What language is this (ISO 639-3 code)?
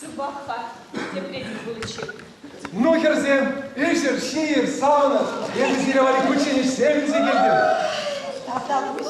chv